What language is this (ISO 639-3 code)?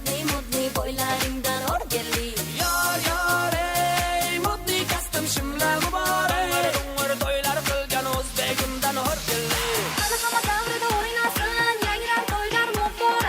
kaa